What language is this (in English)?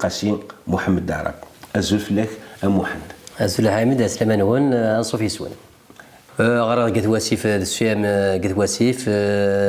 Kabyle